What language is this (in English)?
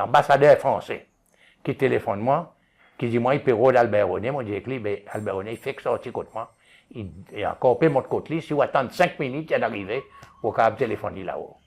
Seselwa Creole French